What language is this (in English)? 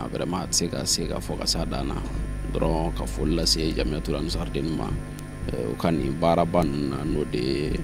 Bambara